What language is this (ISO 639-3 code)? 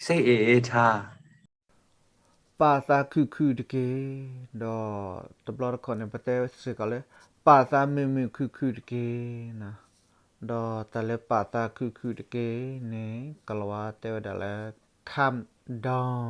ksw